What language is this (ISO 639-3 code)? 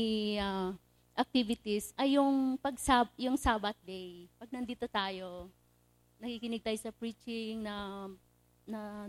fil